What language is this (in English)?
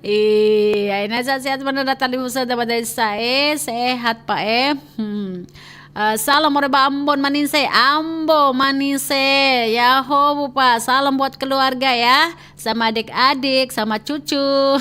Nias